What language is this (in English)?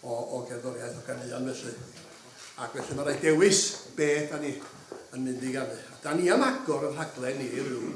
Welsh